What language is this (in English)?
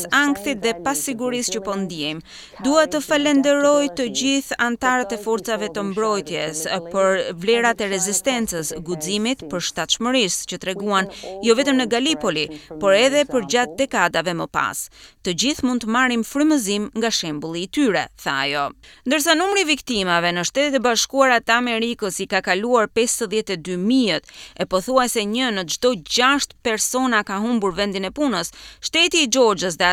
Albanian